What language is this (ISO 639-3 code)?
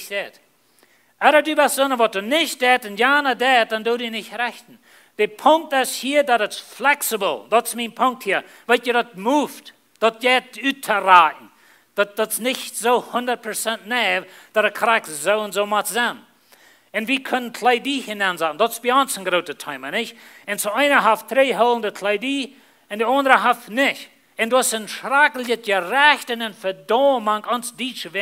pdt